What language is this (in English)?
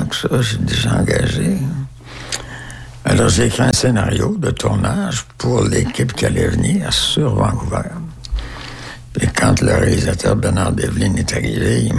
French